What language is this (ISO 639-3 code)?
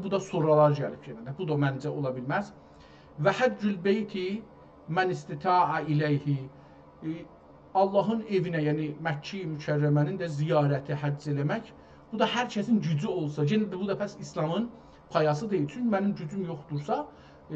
azb